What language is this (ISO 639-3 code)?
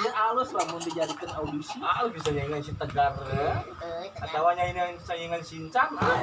sun